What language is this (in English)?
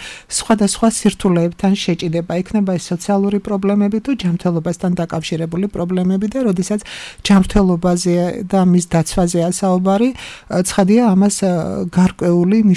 Georgian